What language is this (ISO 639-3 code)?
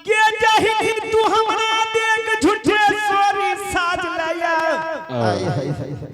anp